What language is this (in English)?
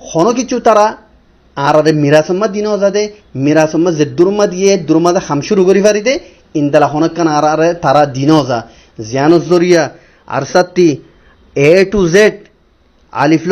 Rohingya